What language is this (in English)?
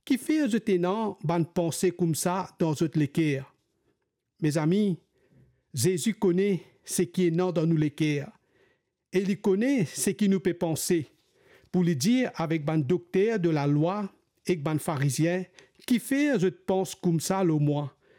Morisyen